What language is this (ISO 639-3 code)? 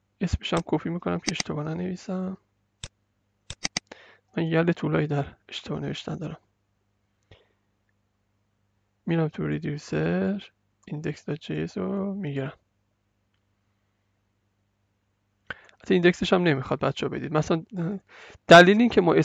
fas